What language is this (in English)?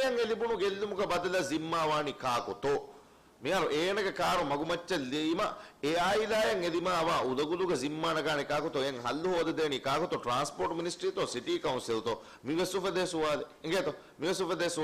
Divehi